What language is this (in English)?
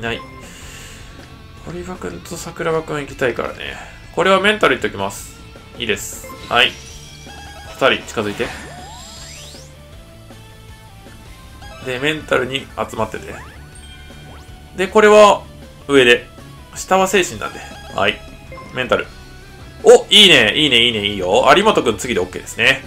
Japanese